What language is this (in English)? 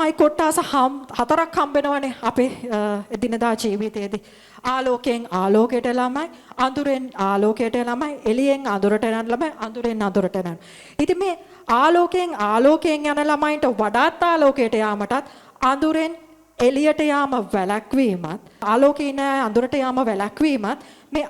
Sinhala